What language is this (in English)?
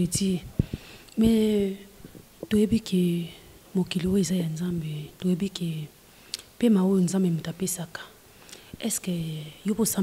Lingala